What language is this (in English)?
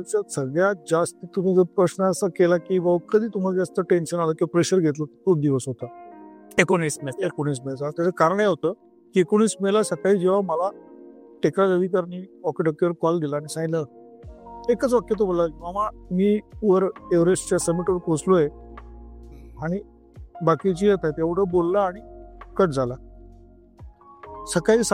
Marathi